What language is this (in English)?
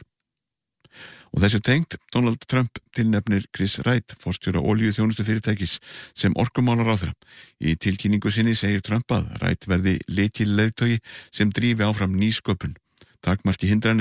Icelandic